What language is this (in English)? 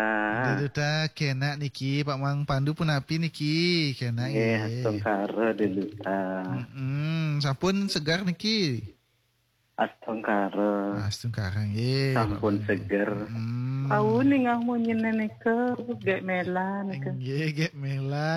Balinese